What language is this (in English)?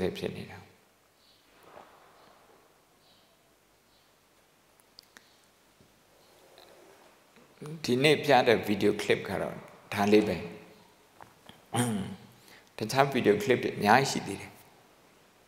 Burmese